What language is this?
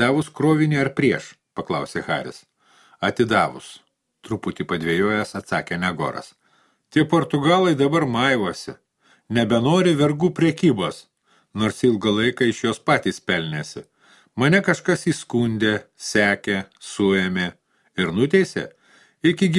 Lithuanian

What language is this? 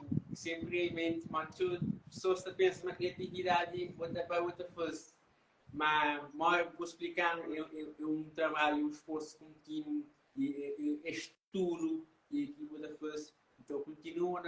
Kabuverdianu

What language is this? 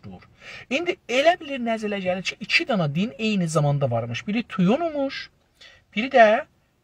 South Azerbaijani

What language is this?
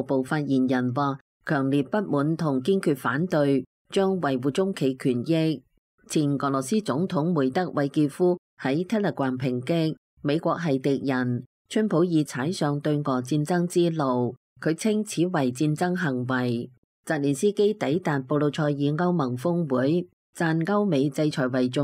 Cantonese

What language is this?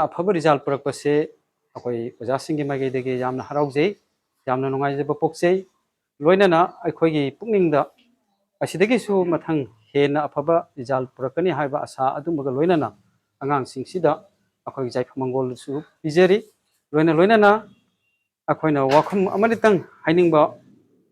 Manipuri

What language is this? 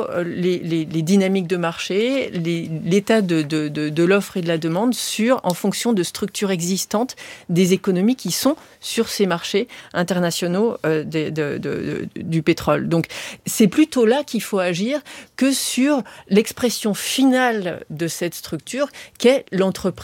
French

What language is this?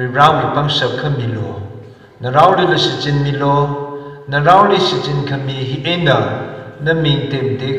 Tangkhul Naga (India)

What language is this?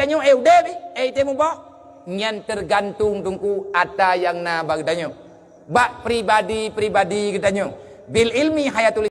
Achinese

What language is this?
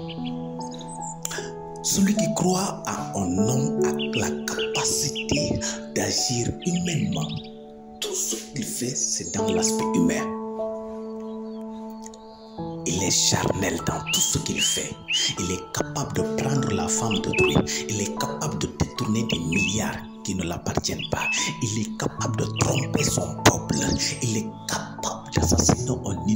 French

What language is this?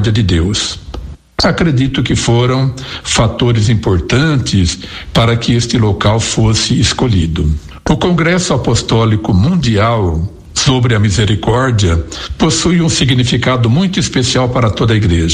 Portuguese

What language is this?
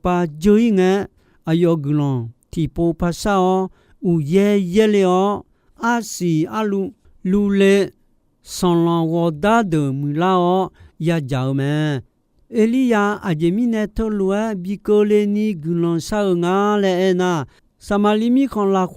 Akha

